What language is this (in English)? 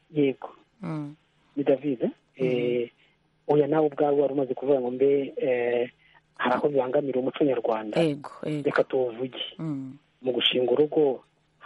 Kinyarwanda